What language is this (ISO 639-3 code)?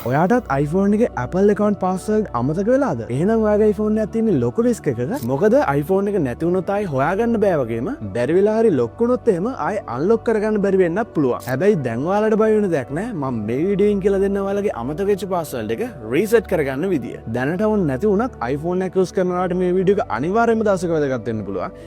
sin